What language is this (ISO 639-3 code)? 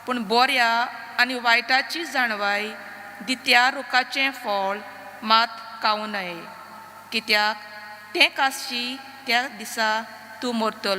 kok